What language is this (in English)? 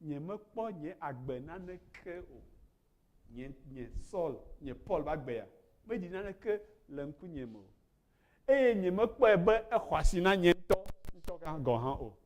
Ewe